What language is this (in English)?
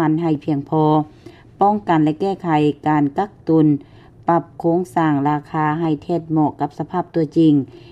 Lao